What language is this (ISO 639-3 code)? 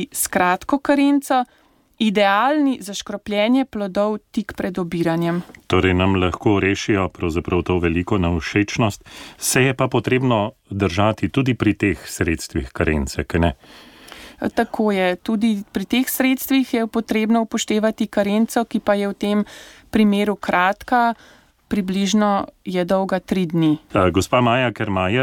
slv